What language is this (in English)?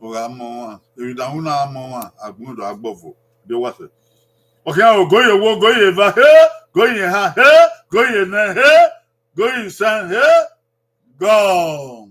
Bini